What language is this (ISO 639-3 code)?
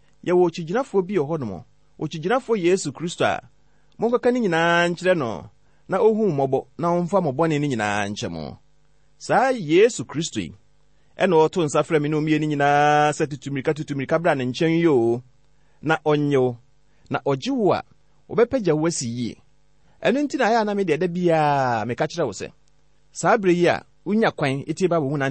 aka